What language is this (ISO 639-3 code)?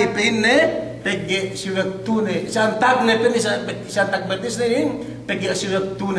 yka